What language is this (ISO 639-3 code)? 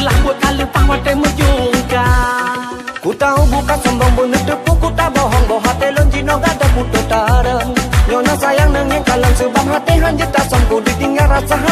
ace